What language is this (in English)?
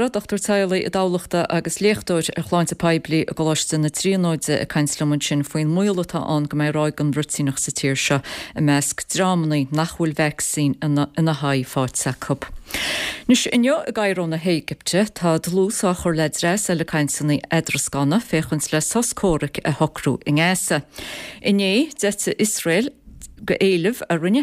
Irish